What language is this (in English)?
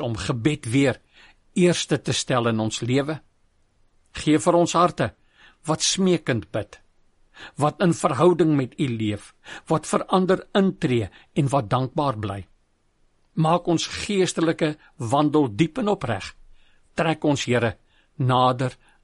Afrikaans